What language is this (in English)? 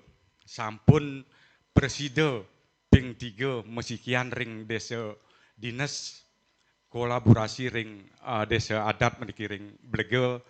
Balinese